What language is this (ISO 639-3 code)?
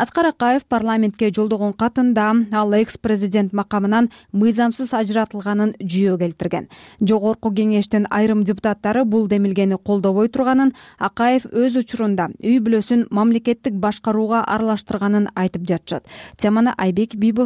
kir